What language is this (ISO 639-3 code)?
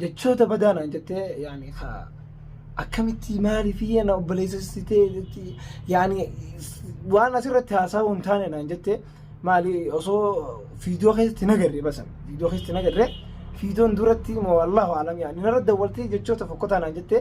orm